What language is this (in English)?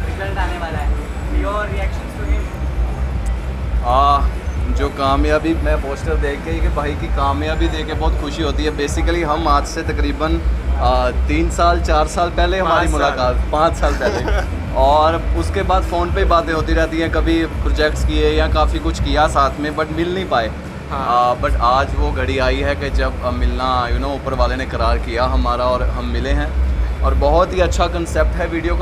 Hindi